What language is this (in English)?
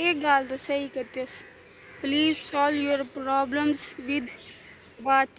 Saraiki